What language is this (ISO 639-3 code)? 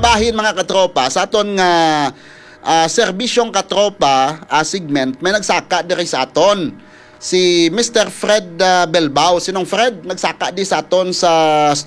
hil